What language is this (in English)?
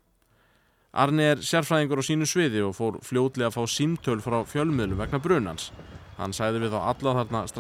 Icelandic